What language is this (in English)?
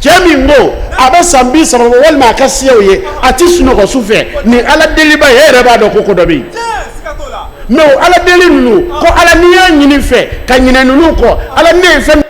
Bambara